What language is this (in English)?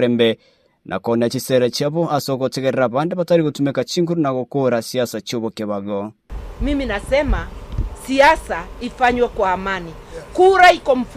Gusii